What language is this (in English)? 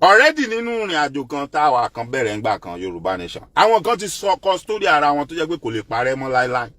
Yoruba